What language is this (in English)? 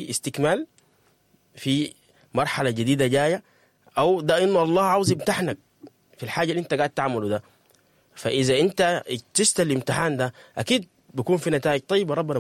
Sudanese Arabic